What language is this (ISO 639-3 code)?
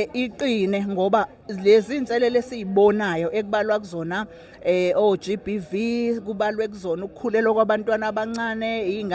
zul